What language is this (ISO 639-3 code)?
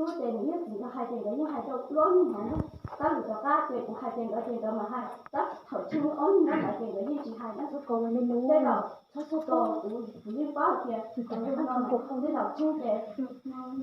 hmn